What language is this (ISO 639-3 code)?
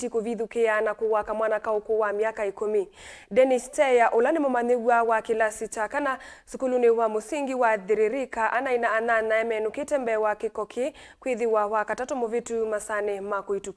kam